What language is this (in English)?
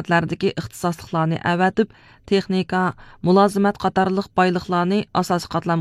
Uyghur